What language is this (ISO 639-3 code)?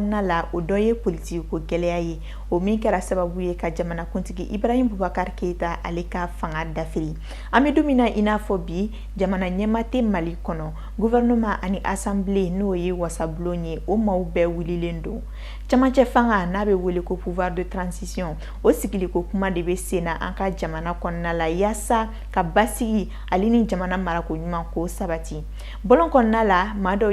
bam